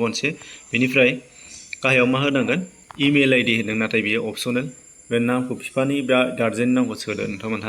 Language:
Bodo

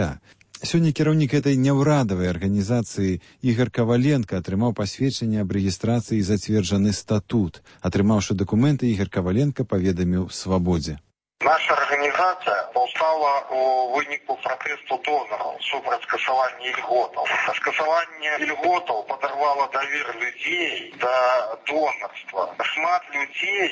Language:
Belarusian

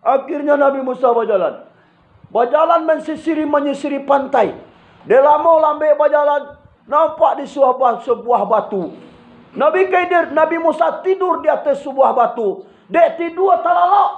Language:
Minangkabau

